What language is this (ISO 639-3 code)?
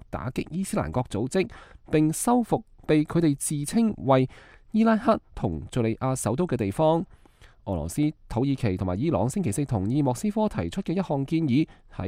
yue